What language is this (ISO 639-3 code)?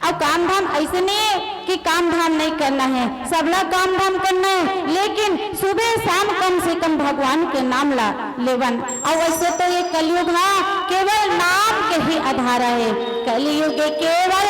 hne